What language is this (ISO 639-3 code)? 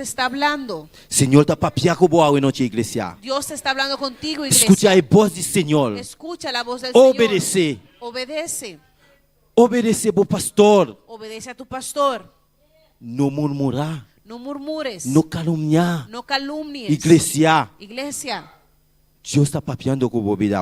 pap